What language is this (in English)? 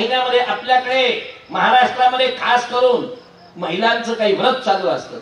Marathi